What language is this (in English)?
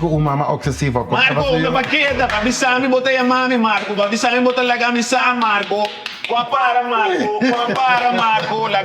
Papiamento